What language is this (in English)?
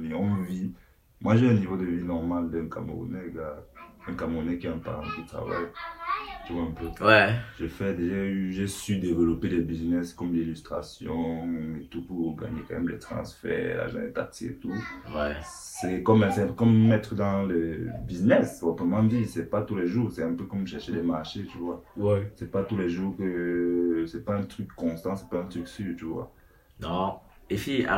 French